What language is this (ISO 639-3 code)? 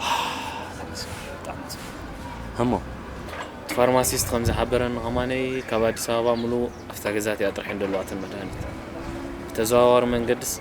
tir